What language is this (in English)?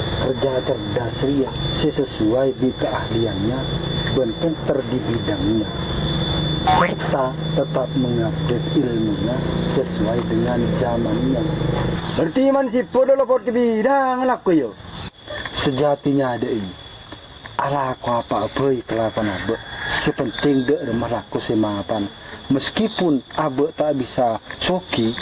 Madurese